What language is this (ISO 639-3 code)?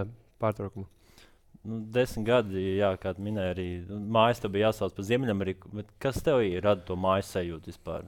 lav